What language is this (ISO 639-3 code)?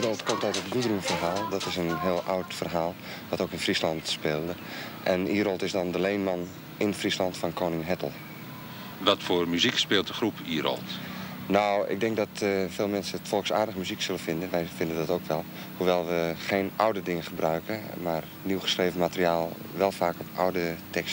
fry